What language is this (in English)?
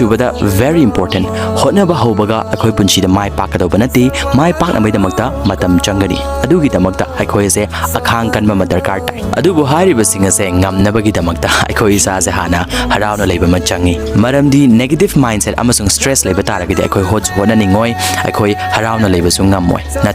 Manipuri